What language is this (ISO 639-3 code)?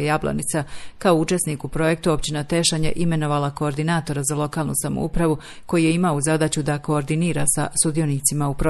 bos